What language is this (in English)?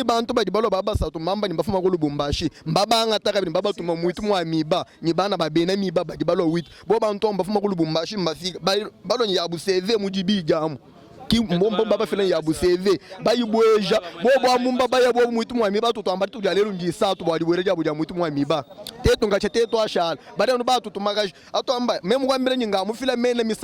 Luba-Lulua